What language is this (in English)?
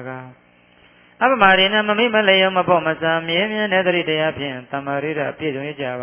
Burmese